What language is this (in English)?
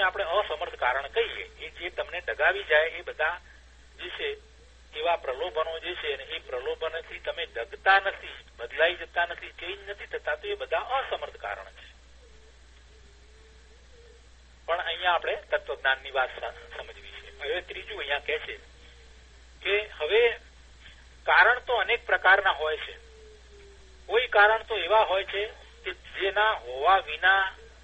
Gujarati